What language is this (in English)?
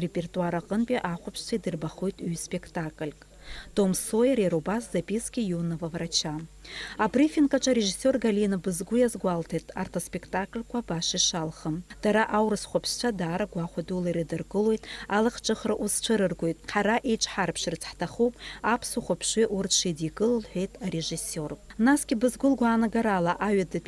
Abkhazian